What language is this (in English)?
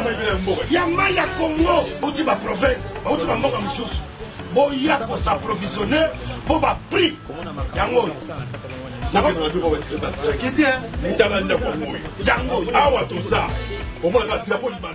Lingala